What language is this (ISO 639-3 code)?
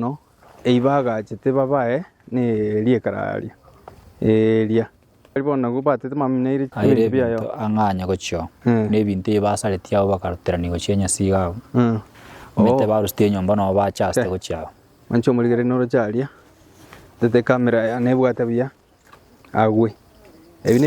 guz